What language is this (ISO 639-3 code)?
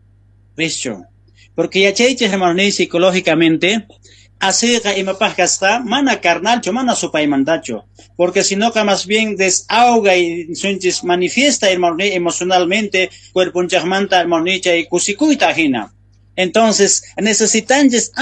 quh